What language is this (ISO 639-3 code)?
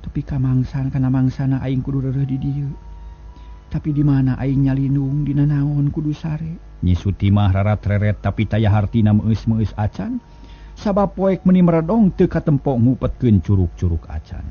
sun